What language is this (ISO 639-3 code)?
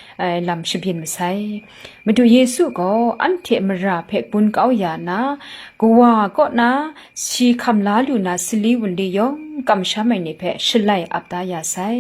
kac